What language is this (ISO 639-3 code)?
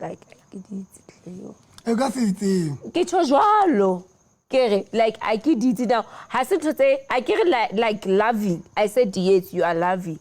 sot